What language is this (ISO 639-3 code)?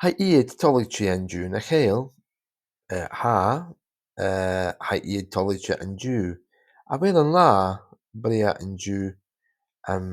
gla